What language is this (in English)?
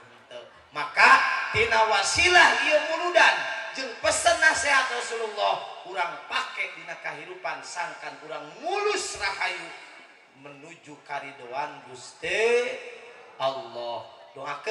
Sundanese